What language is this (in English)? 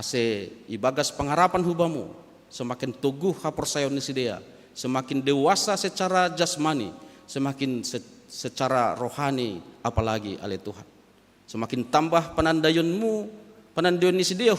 Batak Simalungun